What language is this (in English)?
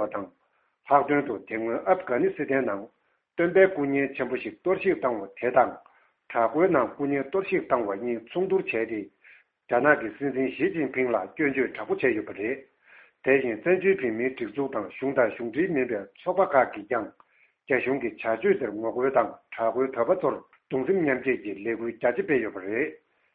Tibetan